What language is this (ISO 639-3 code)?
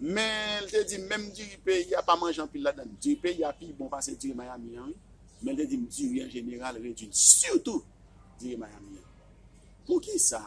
hat